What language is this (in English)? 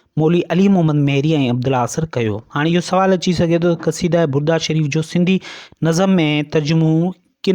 Sindhi